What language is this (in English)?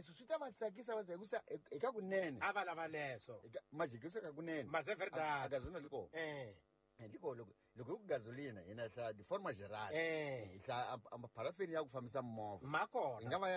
Tsonga